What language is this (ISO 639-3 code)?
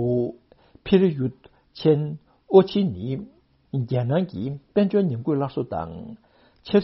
bod